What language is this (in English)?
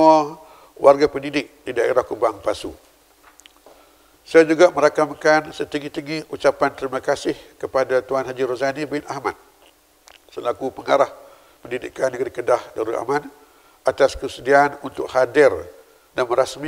Malay